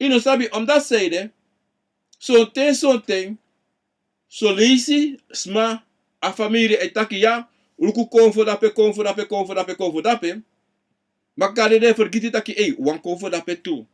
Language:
Sranan Tongo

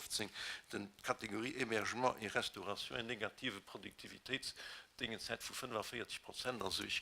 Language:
Luxembourgish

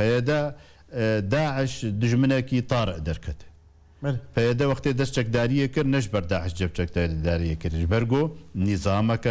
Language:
Kurdish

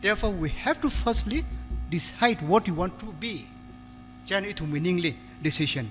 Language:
Tangkhul Naga (India)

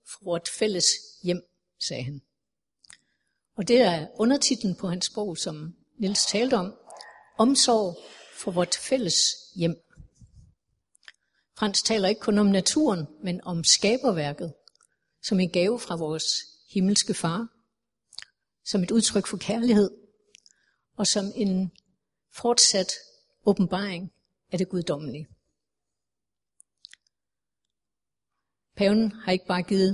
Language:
Danish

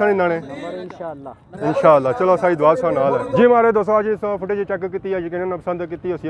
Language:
Pahari-Potwari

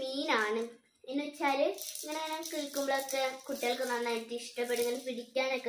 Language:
Malayalam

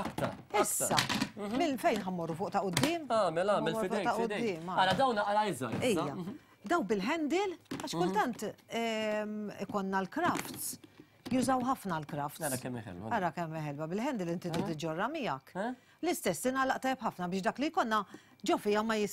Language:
Maltese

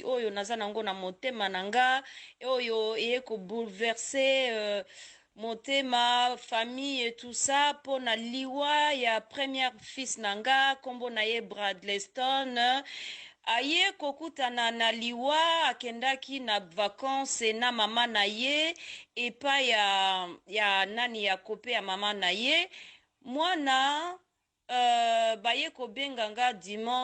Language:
Lingala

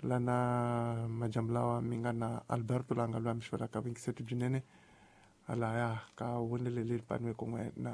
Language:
Tsonga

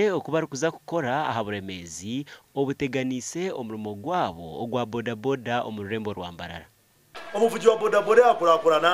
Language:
Nyankole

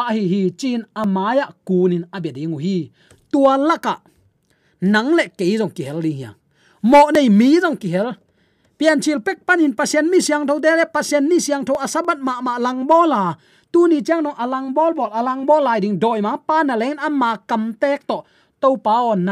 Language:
Tedim Chin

